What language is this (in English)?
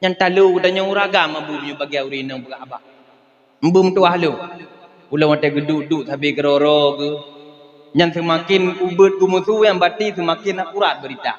Achinese